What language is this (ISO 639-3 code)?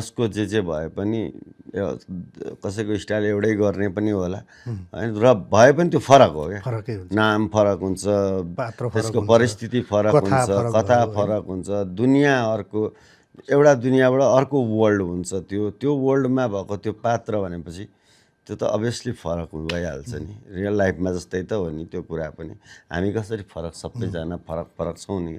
nep